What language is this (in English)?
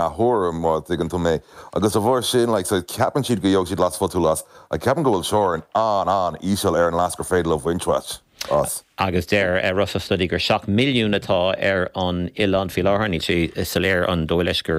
Irish